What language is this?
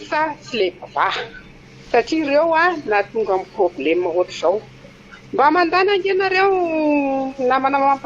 Malagasy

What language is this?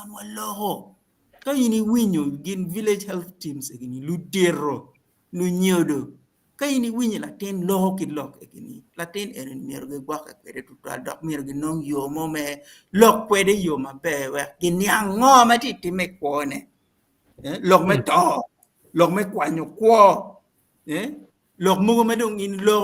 Acoli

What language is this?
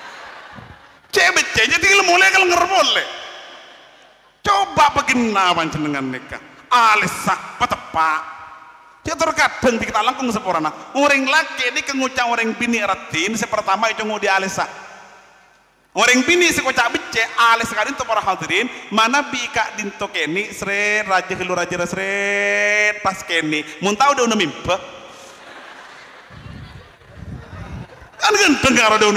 Madurese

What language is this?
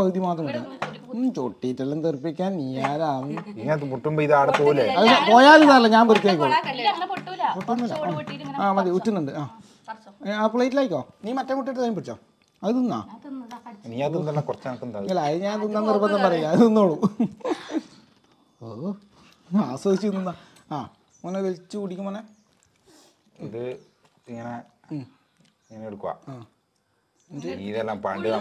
Malayalam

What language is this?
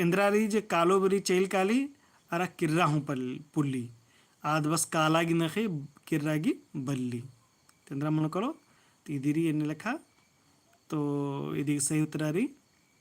Kurukh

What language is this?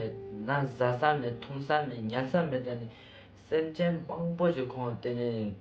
Ladakhi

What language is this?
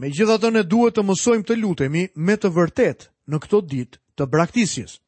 Albanian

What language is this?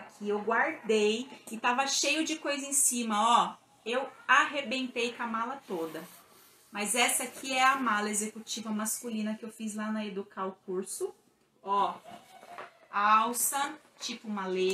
Portuguese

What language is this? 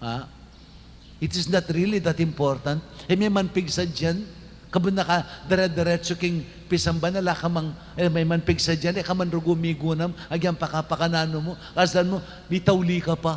Pampanga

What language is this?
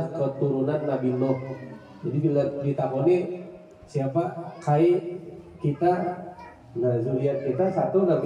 Banjar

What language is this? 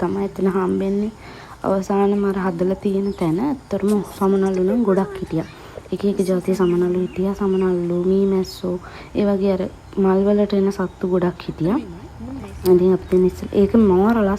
Sinhala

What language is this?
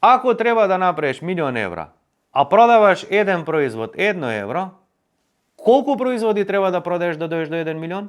Macedonian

